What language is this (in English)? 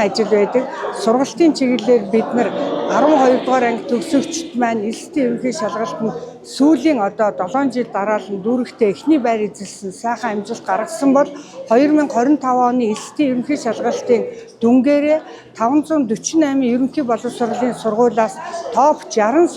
Mongolian